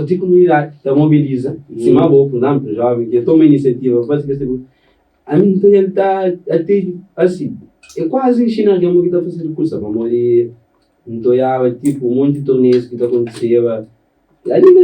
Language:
Kabuverdianu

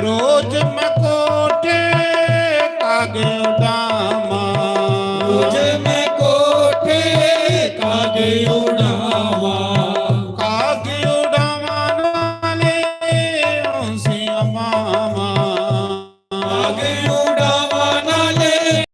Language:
Dogri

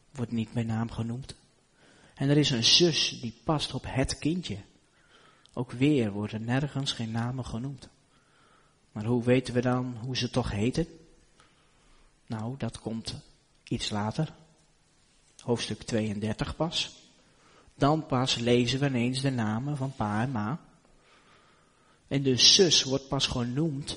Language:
Dutch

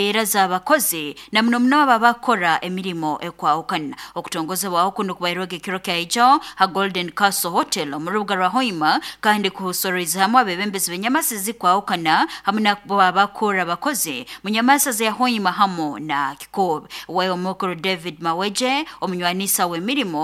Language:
Nyoro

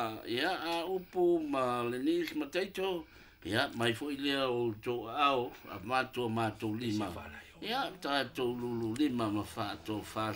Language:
Samoan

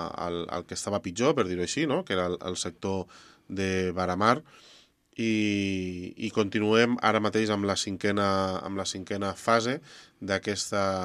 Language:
Catalan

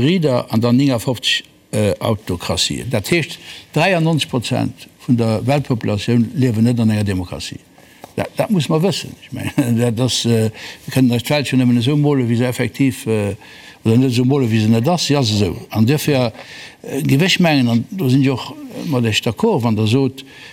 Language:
Luxembourgish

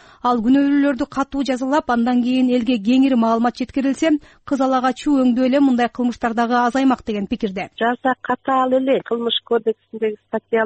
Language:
Kyrgyz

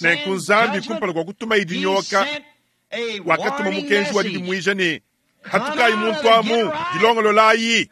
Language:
Luba-Lulua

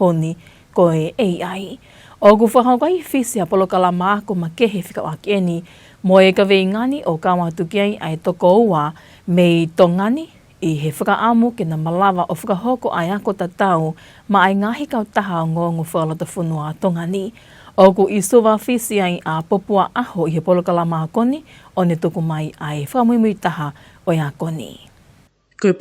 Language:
Tongan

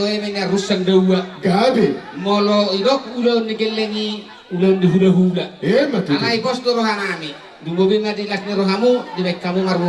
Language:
Batak Toba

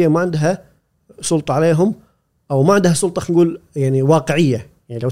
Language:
Gulf Arabic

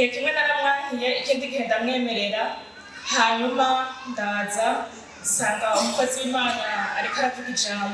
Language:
Rundi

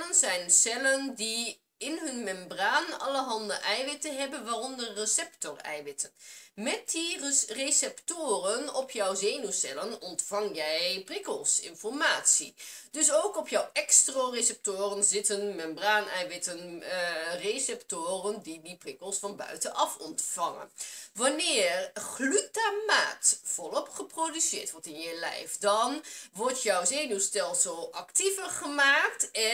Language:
Dutch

